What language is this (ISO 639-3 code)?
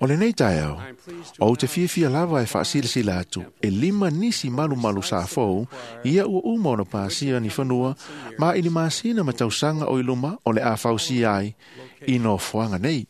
smo